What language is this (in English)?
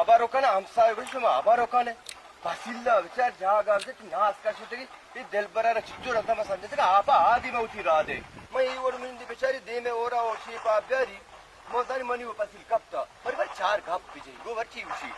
Baluchi